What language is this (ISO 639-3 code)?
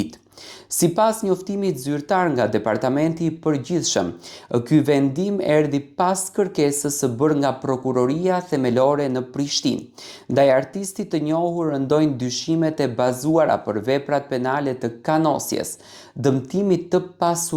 sqi